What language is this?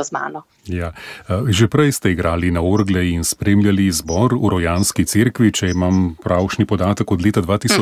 Slovenian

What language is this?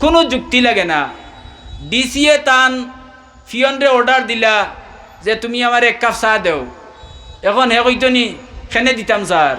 Sylheti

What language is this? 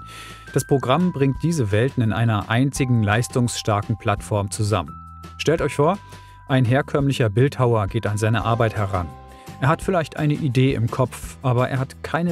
German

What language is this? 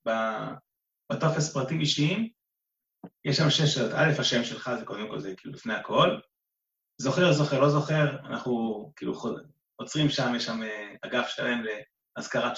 Hebrew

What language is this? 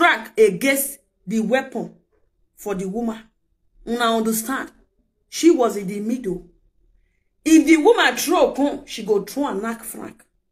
Nigerian Pidgin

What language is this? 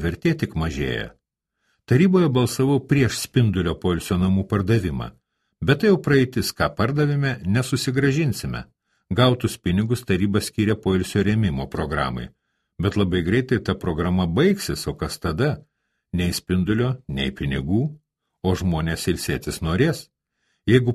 Lithuanian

